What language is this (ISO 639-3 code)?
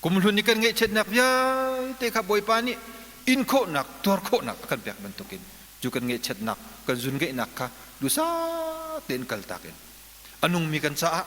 cnh